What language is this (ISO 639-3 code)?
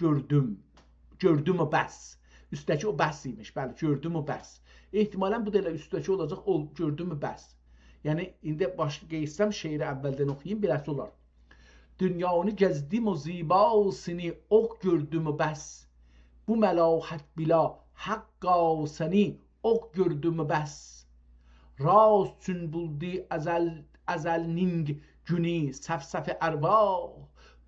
azb